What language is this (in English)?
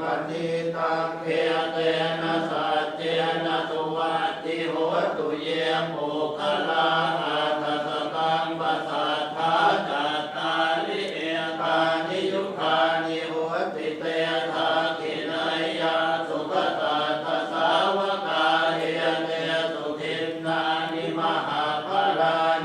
Pali